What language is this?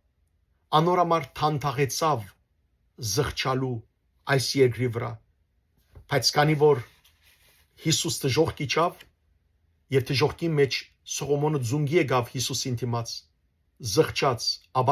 Western Armenian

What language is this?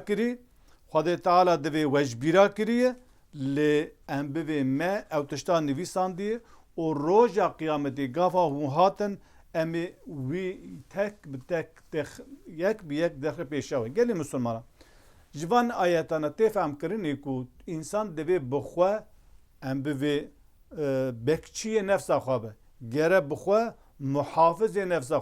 Kurdish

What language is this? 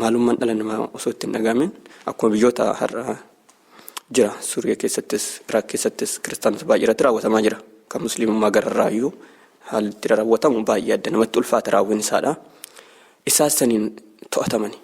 Oromo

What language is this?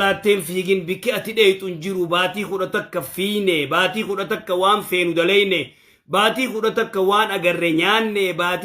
Oromo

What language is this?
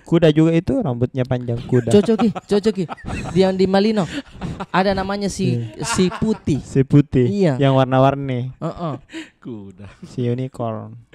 Makassar Malay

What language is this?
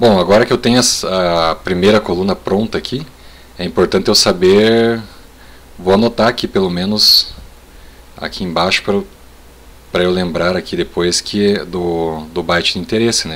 Portuguese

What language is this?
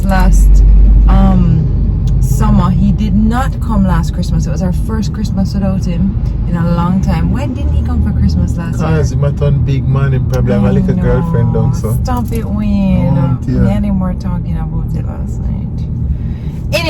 Jamaican Creole English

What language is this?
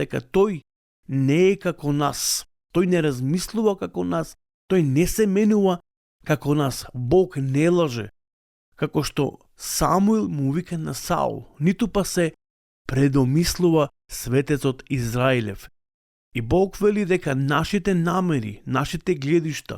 Macedonian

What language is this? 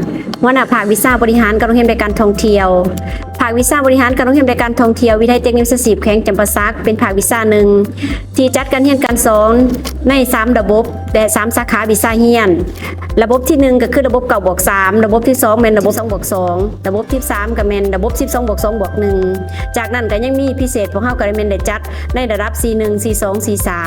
Lao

